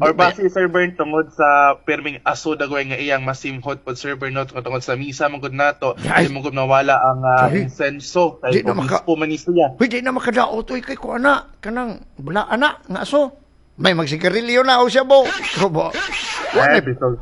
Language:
Cebuano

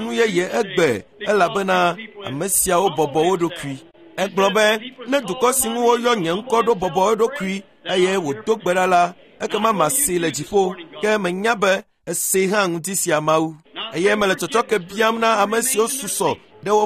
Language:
Ewe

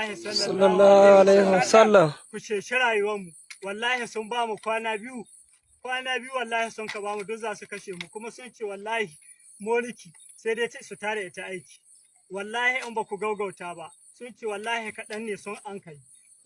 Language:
Hausa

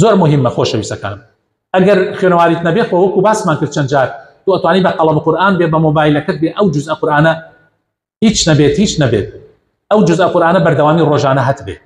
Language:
Central Kurdish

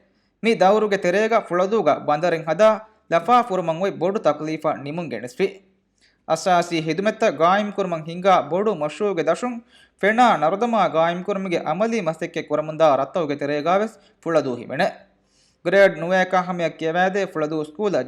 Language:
Divehi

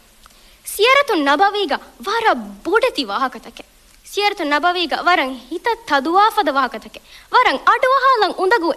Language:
Divehi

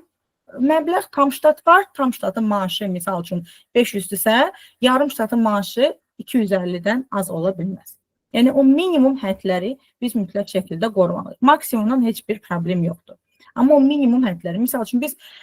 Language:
Azerbaijani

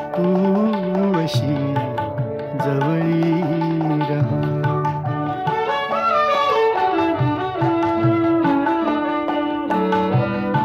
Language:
Marathi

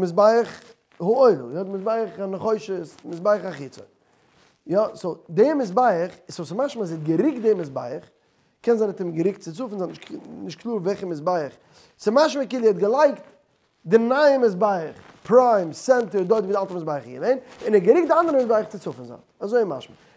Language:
Yiddish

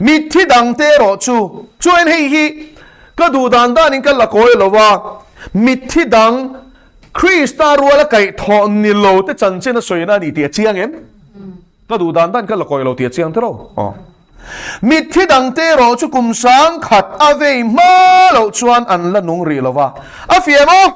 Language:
Mizo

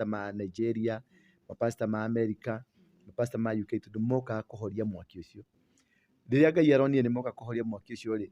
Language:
Kikuyu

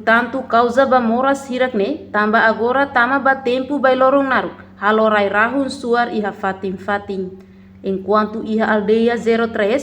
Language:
Tetum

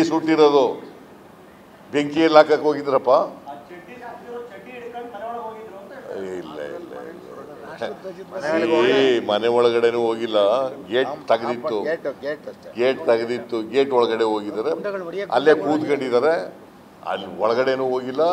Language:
Kannada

